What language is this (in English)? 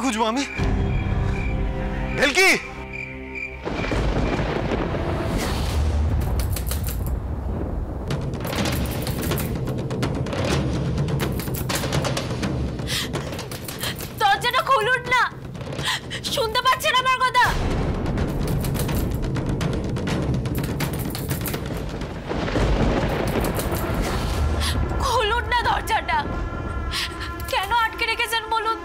Bangla